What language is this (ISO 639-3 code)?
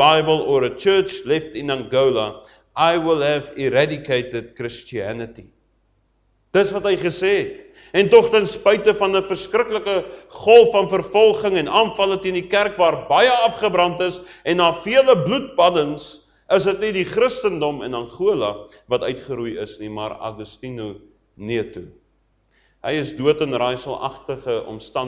afr